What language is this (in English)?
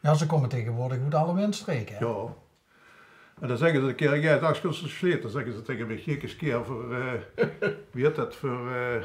Limburgish